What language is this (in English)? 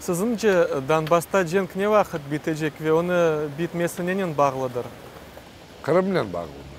Crimean Tatar